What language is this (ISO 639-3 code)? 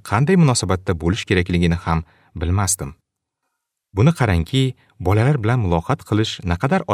uzb